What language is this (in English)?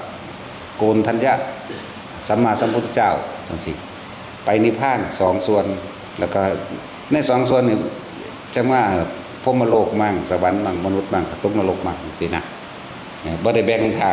Northeastern Thai